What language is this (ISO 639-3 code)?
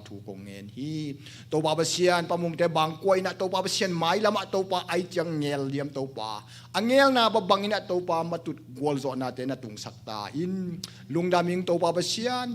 ctd